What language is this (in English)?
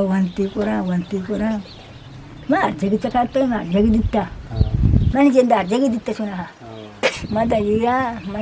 Eastern Balochi